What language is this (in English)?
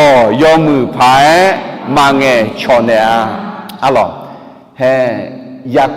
Akha